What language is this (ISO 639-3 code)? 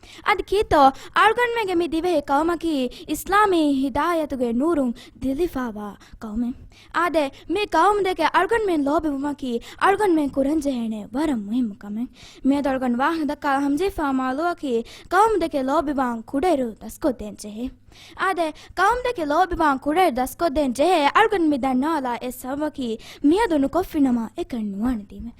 div